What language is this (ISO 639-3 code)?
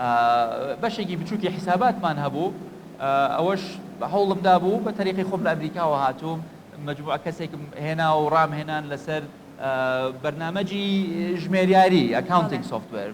ckb